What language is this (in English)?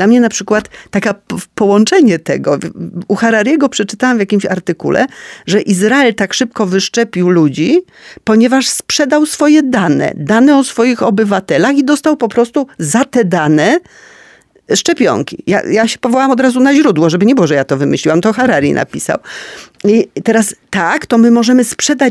Polish